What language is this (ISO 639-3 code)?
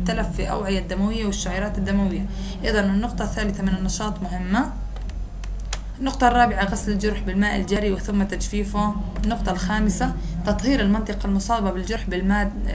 ara